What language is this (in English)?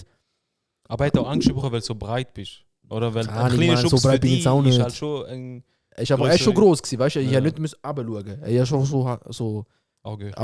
Swiss German